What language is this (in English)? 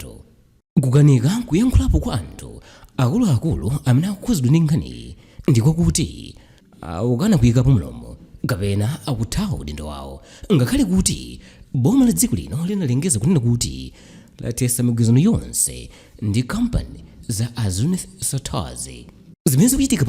Nyanja